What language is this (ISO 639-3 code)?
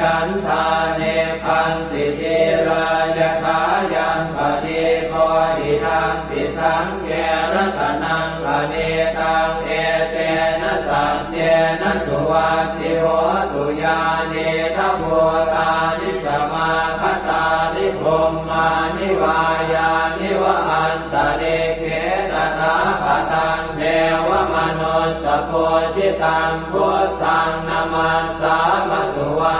pli